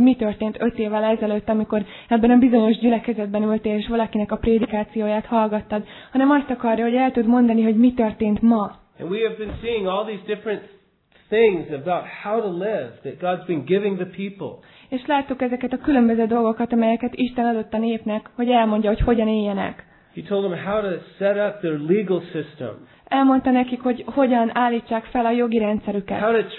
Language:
Hungarian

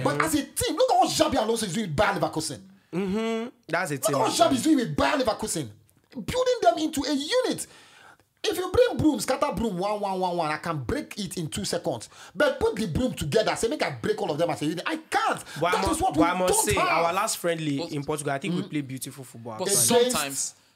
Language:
Nigerian Pidgin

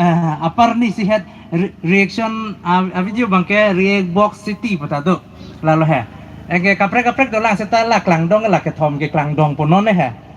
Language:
Karbi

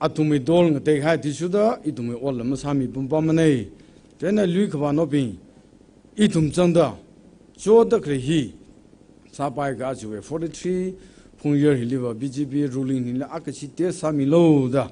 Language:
Tangkhul Naga (India)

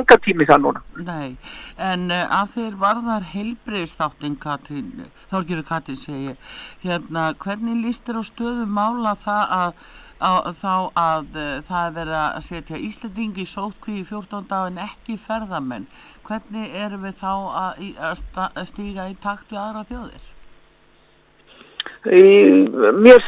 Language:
Icelandic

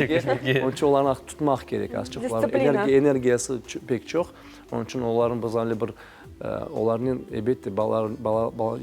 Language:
Crimean Tatar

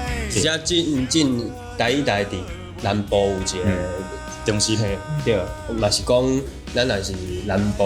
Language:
Min Nan Chinese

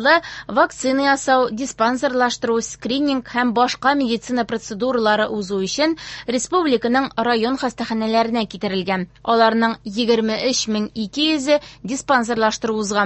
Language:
Tatar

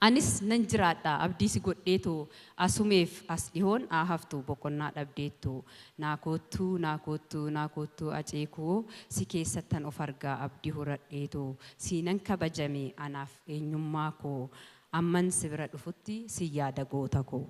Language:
Oromo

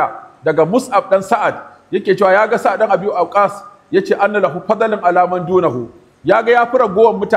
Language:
Hausa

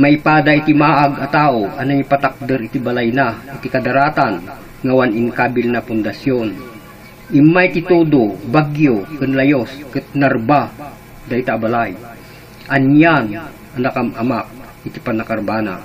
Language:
Iloko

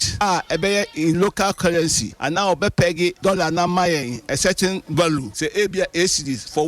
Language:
Akan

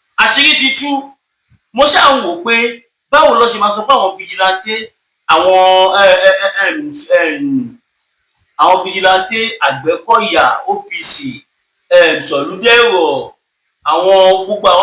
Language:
Yoruba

